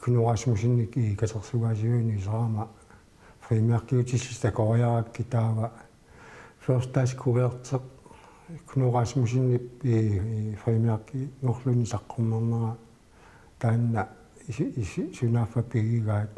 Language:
Kalaallisut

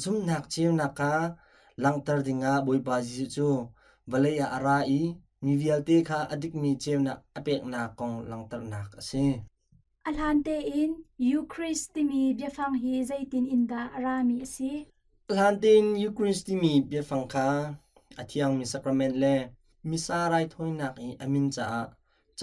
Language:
Hakha Chin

